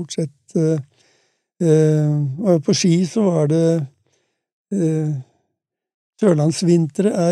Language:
Norwegian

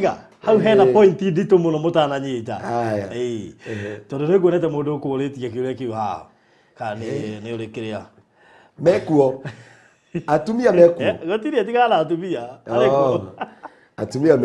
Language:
Kikuyu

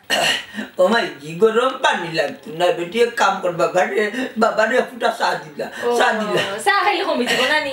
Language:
Sylheti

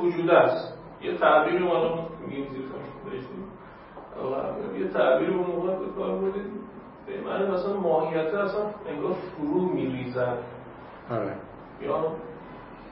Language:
Persian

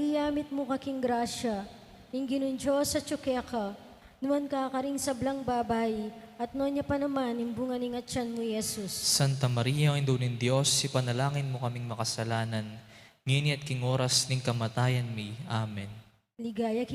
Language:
Pampanga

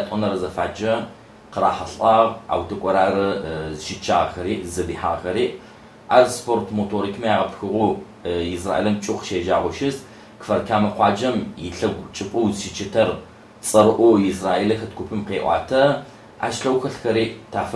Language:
Adyghe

